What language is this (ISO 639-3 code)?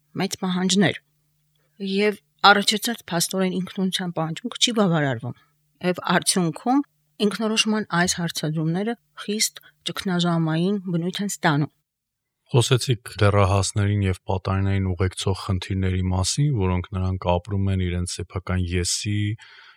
hye